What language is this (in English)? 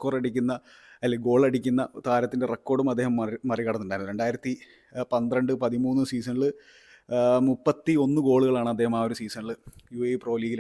Malayalam